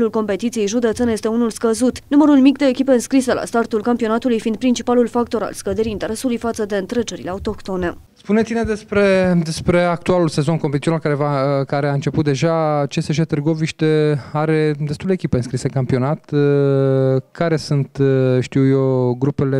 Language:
Romanian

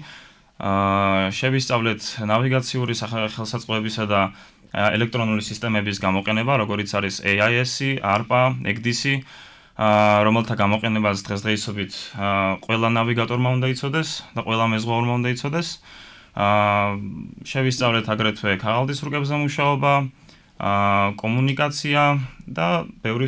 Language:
Georgian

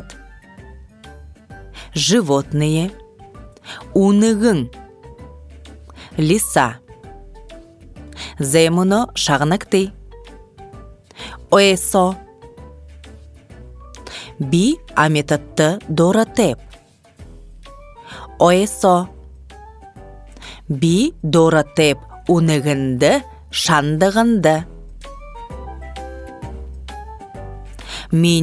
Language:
Buriat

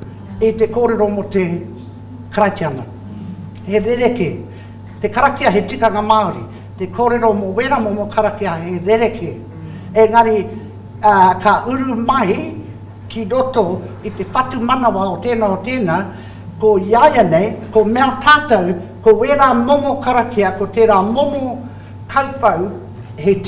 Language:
Māori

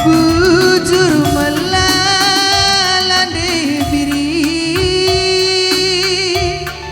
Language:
Batak Karo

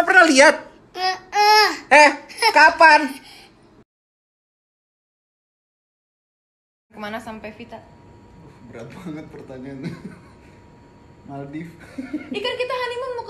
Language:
Indonesian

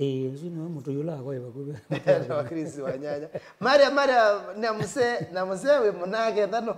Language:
Kamba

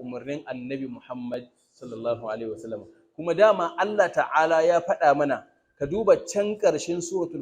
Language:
Hausa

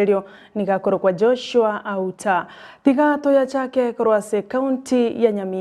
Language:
Gusii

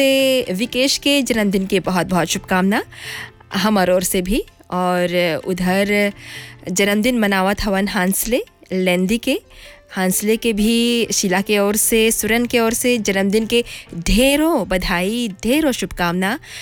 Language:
Bhojpuri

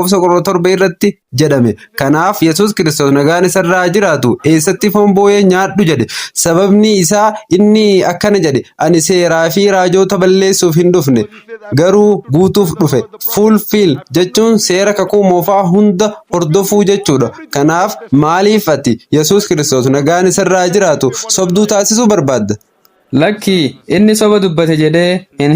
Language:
Oromo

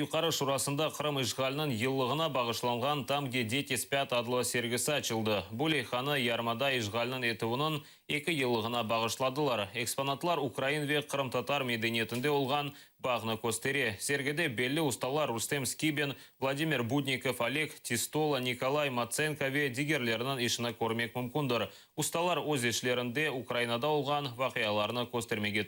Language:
Crimean Tatar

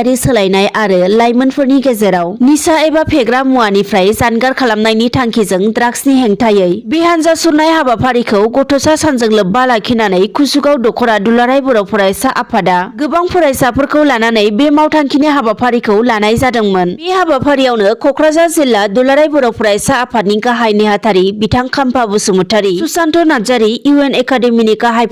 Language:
Bodo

